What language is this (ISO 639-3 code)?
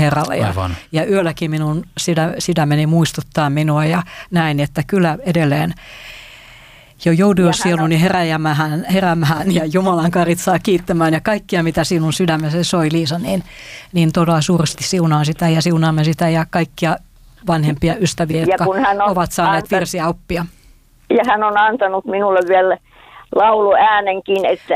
fin